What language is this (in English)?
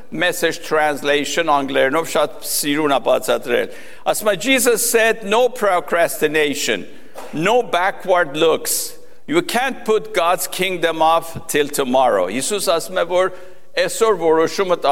Armenian